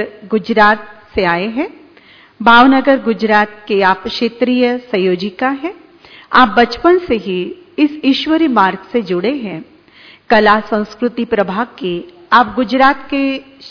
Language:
Hindi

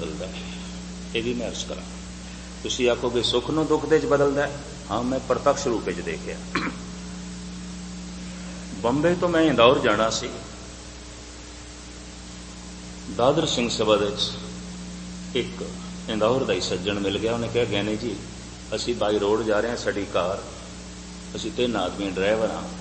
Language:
Punjabi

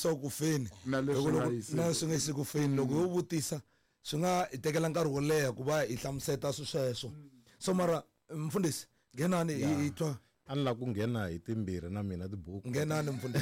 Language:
Tsonga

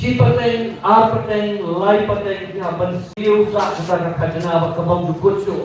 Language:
Khasi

